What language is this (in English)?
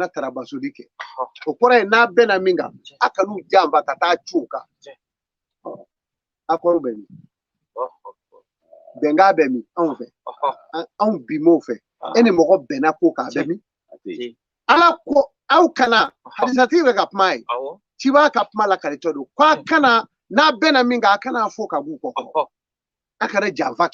Bambara